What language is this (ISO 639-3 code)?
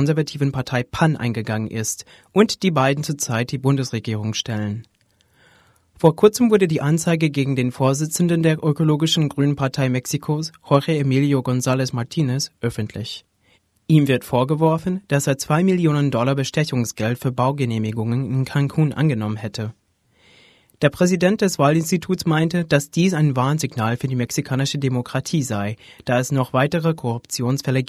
deu